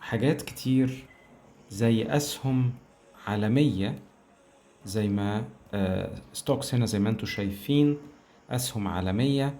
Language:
Egyptian Arabic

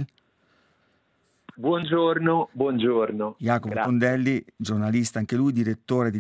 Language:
Italian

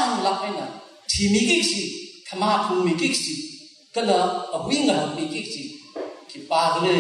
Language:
Tangkhul Naga (India)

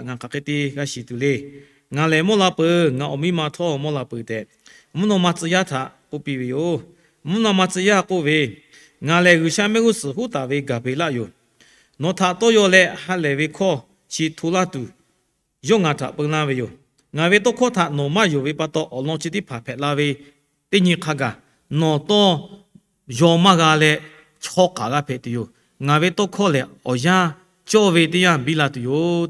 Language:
Lahu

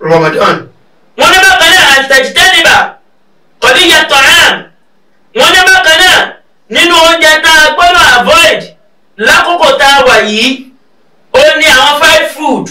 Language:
Yoruba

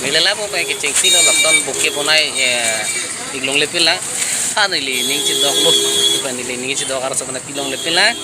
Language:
Karbi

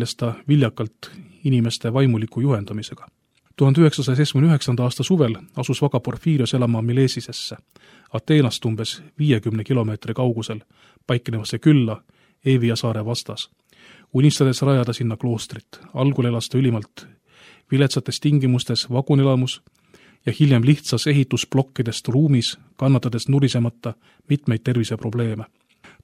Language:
Estonian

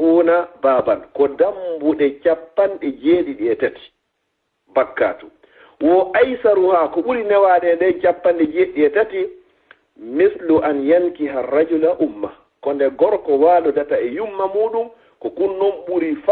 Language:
Fula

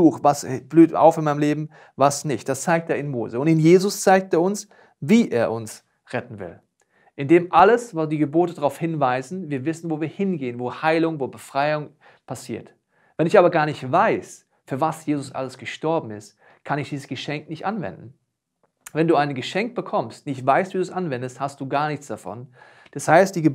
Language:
Swiss German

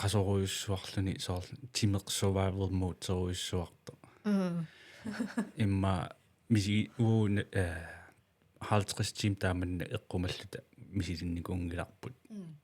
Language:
Kalaallisut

